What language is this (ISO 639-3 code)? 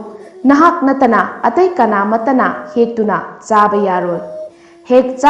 mni